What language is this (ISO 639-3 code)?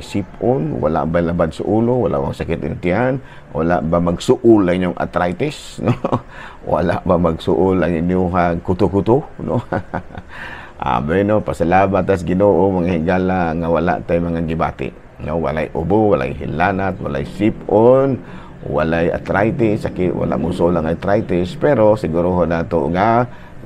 ceb